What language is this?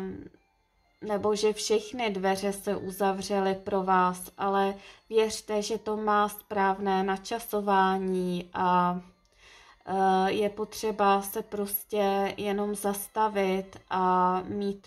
Czech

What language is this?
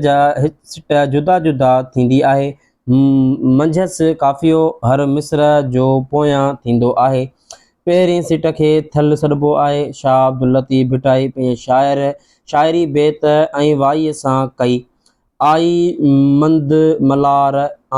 Sindhi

